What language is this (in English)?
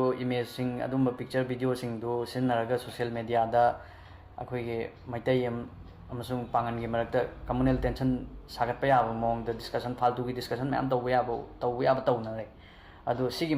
Manipuri